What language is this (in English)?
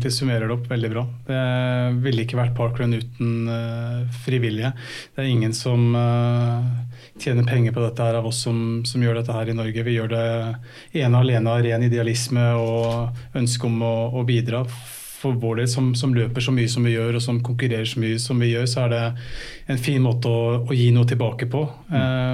Norwegian